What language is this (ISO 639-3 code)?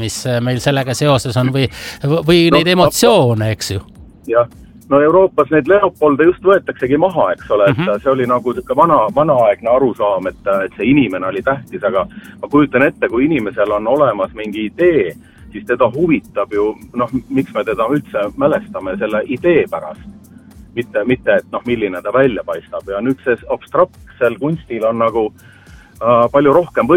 est